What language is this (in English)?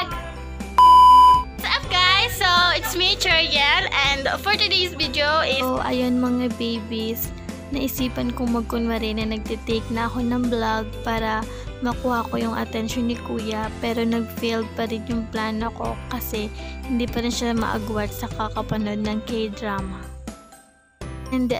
Filipino